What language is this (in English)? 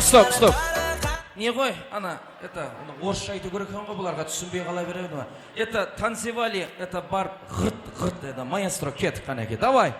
Kara-Kalpak